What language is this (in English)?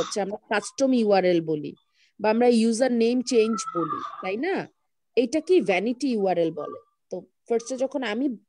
Bangla